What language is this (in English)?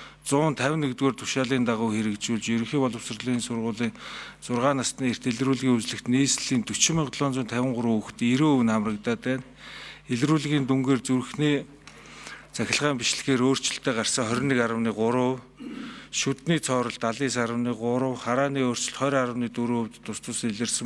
Mongolian